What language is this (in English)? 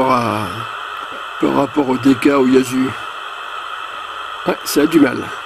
French